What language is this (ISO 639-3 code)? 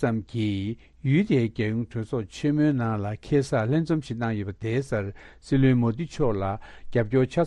bod